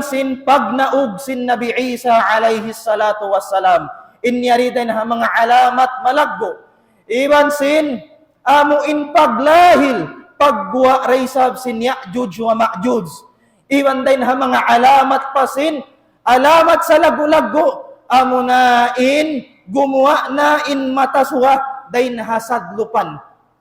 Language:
Tausug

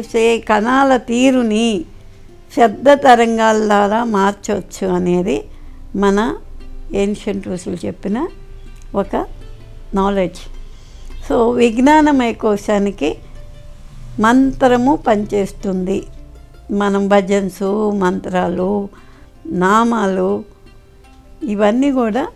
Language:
Telugu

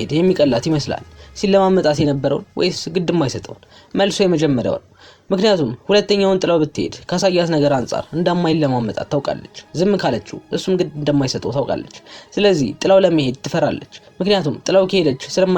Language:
Amharic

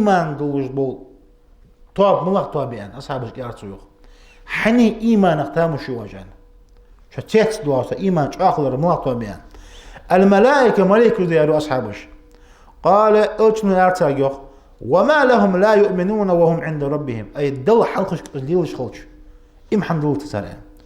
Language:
Ingush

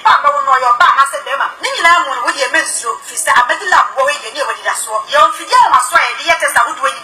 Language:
Akan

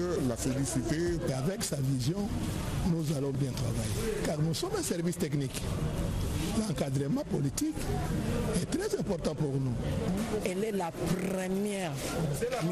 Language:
French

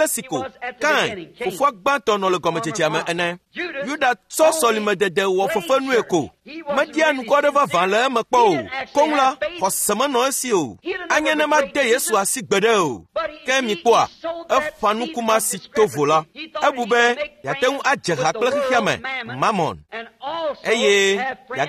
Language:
Ewe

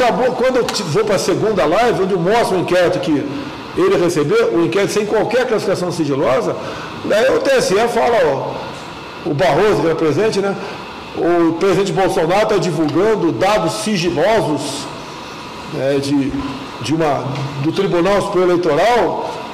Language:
Portuguese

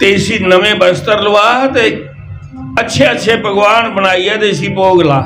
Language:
Dogri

